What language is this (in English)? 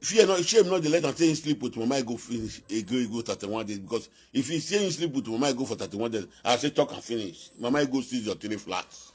Nigerian Pidgin